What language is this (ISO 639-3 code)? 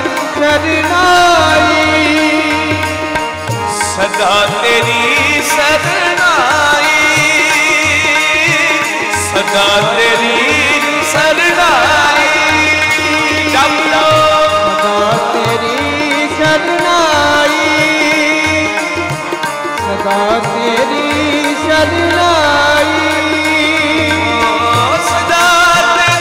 hin